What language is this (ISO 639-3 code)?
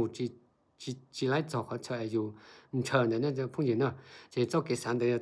hmn